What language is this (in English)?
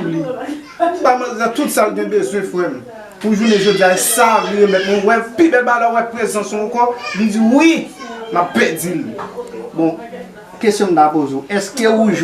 Haitian Creole